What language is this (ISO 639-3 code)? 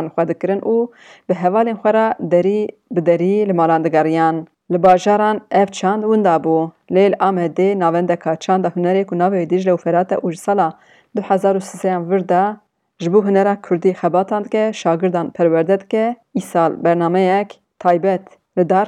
kur